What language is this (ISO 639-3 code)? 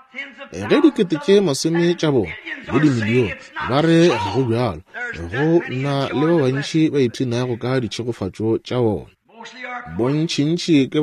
nso